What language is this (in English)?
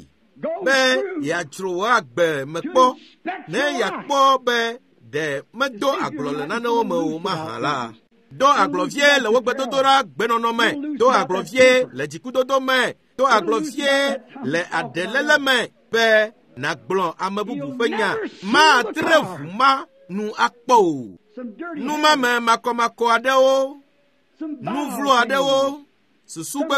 Ewe